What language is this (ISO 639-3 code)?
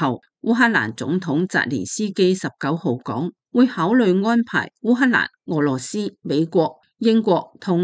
yue